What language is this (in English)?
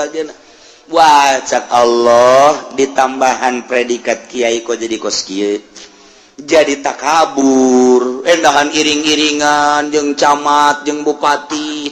Sundanese